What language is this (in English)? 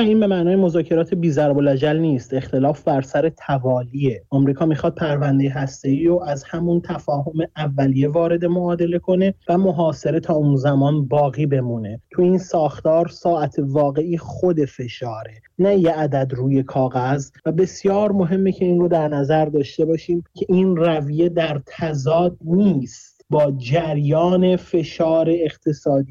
Persian